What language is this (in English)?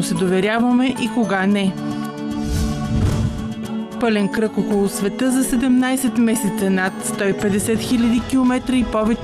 Bulgarian